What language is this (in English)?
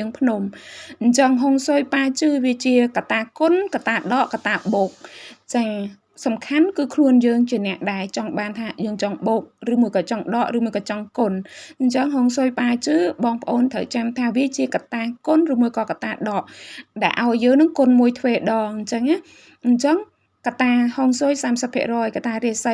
Khmer